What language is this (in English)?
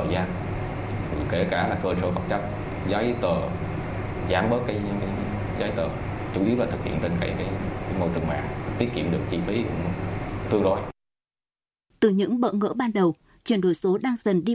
Vietnamese